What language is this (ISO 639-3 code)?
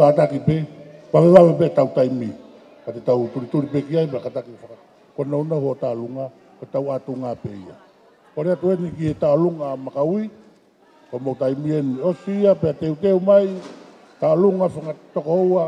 ton